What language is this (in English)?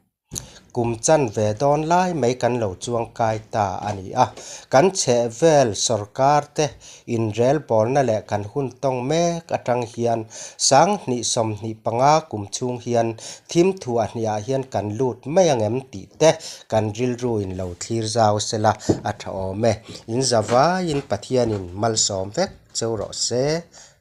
Mizo